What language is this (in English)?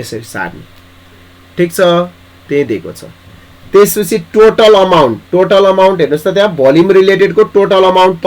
Nepali